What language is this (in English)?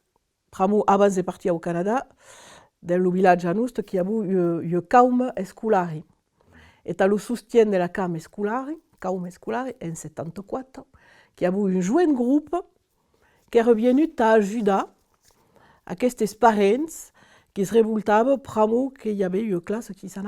Occitan